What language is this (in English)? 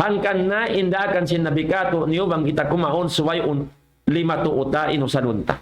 Tausug